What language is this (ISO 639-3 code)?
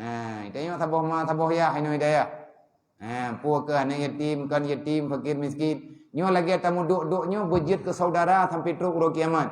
ace